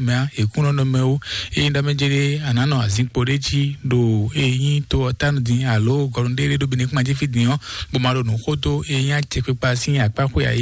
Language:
Fon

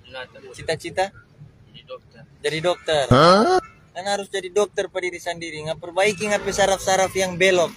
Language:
Manado Malay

